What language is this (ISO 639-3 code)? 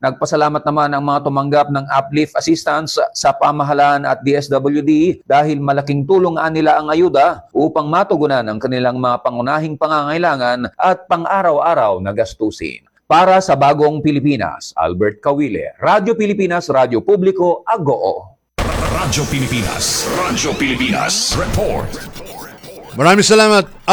fil